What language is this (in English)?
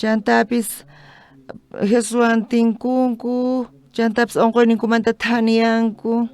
South Bolivian Quechua